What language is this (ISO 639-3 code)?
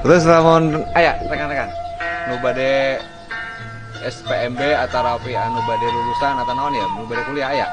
sun